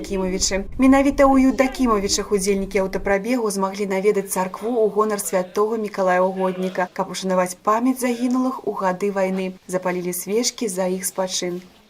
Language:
Belarusian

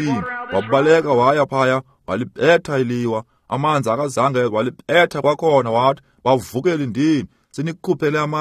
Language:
Xhosa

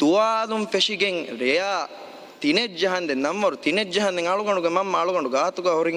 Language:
Divehi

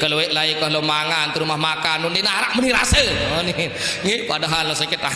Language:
Sasak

